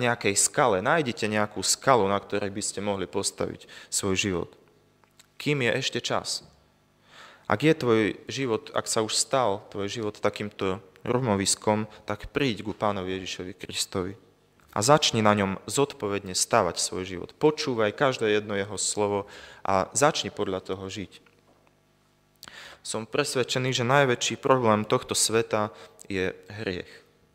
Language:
Slovak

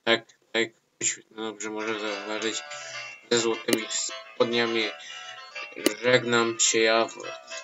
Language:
Polish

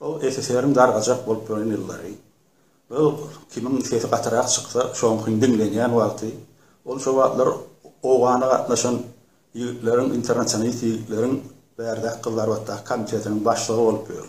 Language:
Turkmen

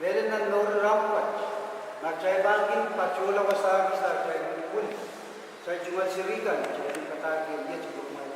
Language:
Pohnpeian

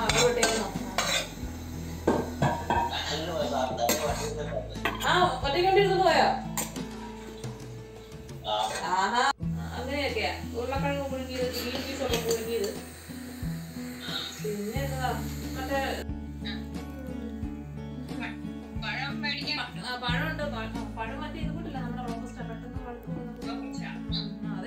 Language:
Malayalam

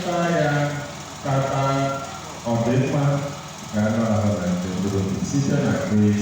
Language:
Igbo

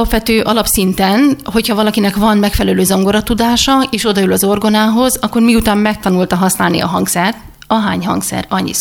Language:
Hungarian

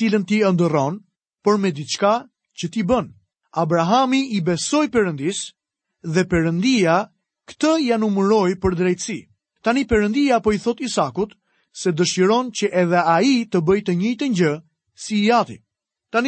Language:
Albanian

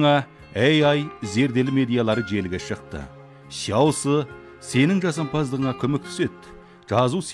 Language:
Kazakh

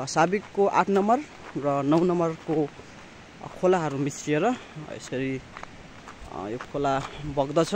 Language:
Nepali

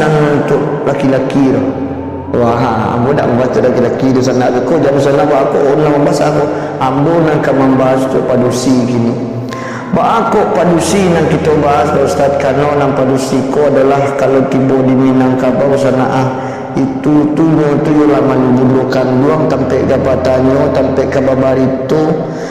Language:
Minangkabau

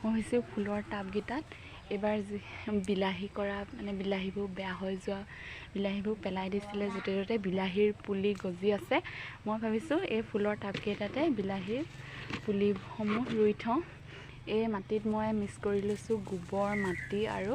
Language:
Assamese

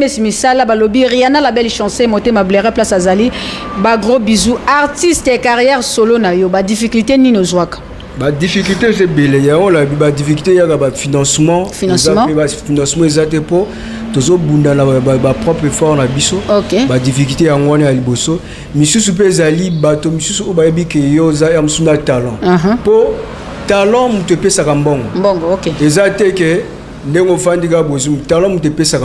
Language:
Lingala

